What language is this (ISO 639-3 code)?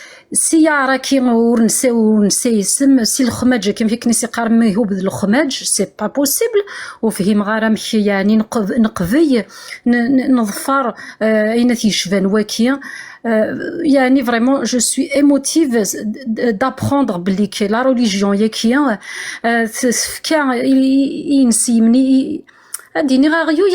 kab